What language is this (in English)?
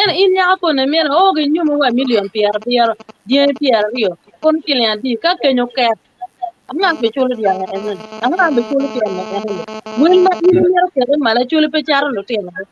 Acoli